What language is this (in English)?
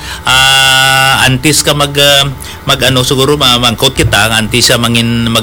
Hiligaynon